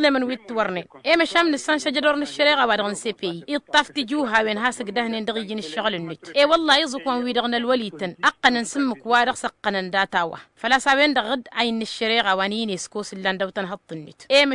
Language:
Tamasheq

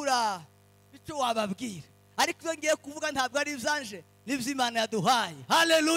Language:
Kinyarwanda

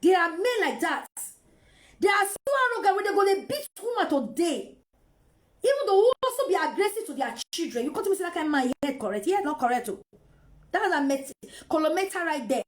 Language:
Nigerian Pidgin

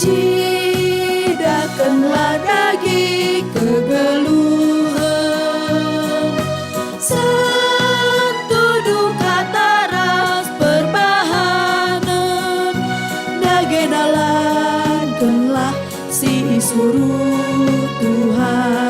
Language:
Batak Karo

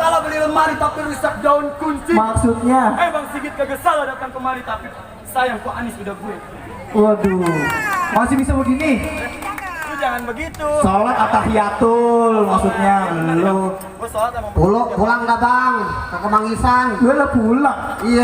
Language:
Betawi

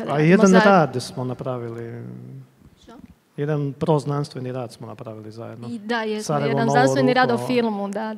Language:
Croatian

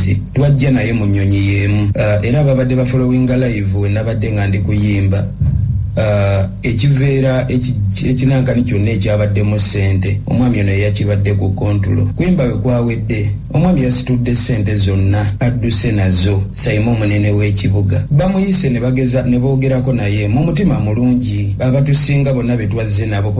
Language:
Ganda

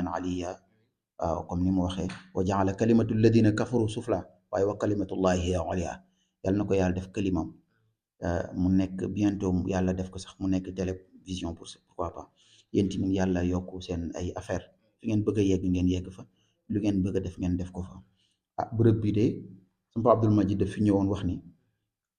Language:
Wolof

